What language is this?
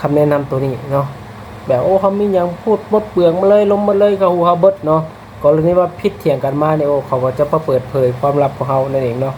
Lao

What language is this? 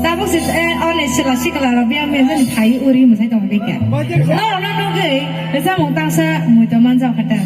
Kok Borok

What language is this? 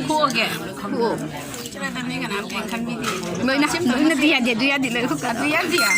Manipuri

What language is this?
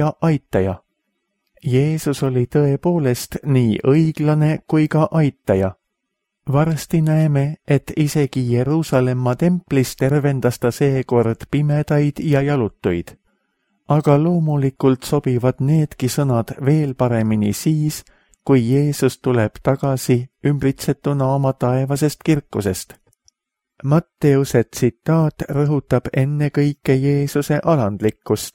Estonian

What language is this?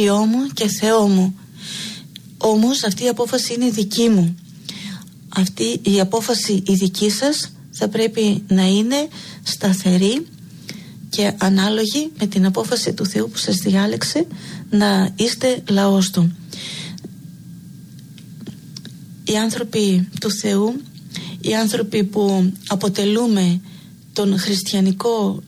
Greek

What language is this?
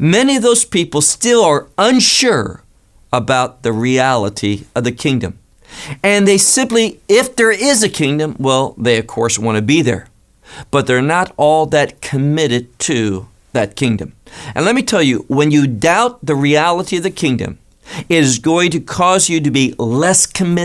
English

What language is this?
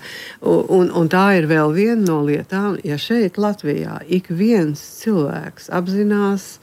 Latvian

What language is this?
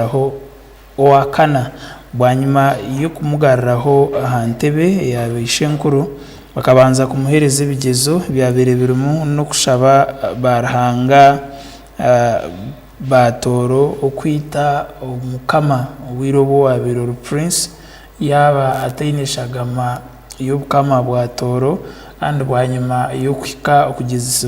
Tooro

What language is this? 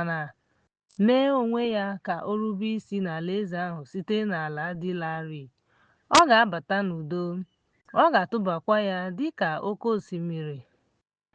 Igbo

